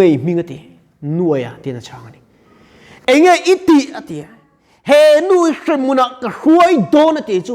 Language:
Mizo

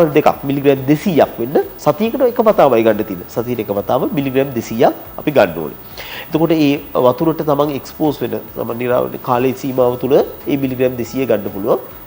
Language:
Sinhala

